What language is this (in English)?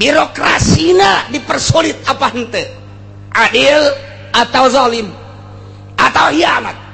Sundanese